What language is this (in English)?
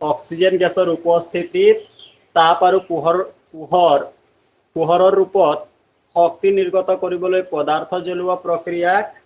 Assamese